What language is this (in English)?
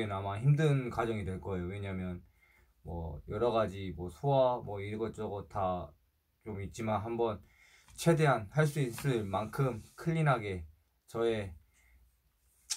Korean